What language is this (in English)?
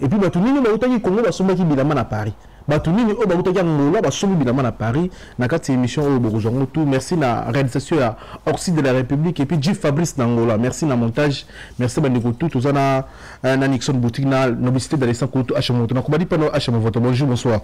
Lingala